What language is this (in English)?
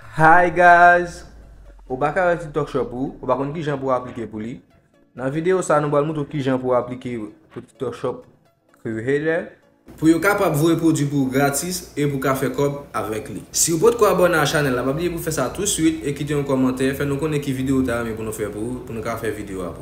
Haitian Creole